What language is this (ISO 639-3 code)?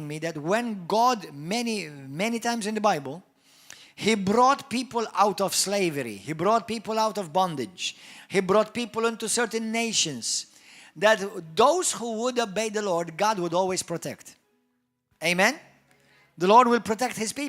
eng